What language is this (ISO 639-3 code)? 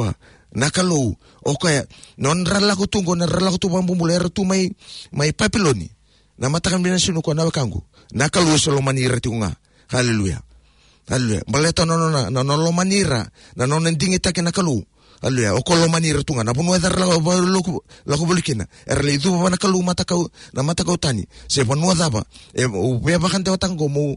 fij